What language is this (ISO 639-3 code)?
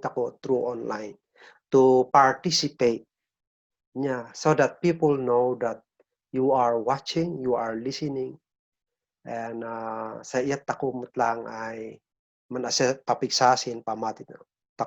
kne